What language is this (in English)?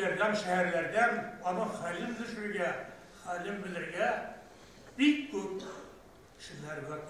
Tatar